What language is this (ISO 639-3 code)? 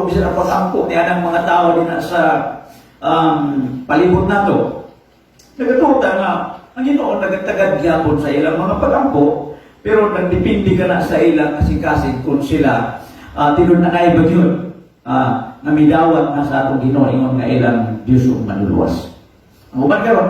ceb